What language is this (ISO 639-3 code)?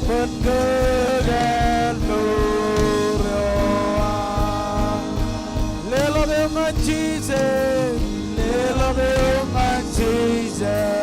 mah